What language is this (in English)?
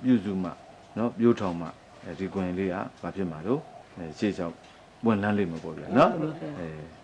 Burmese